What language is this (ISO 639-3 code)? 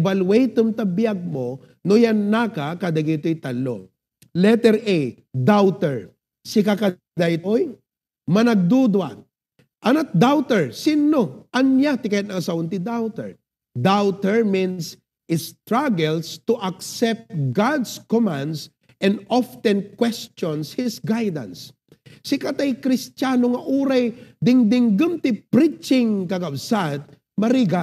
ilo